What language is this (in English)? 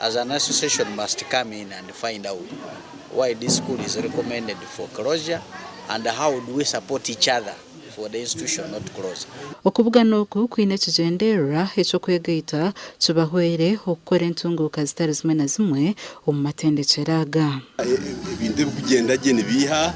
Nyankole